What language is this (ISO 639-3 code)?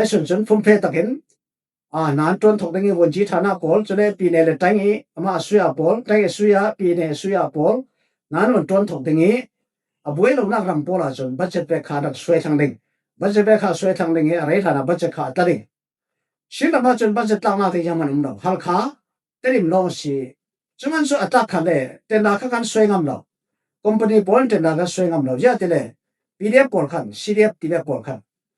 cfm